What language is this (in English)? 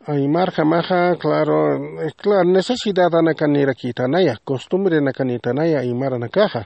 Aymara